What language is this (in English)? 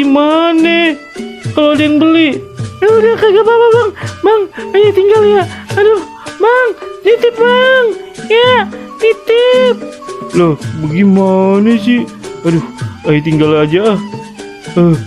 Betawi